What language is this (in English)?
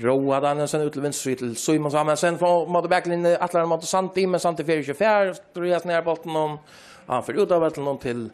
Faroese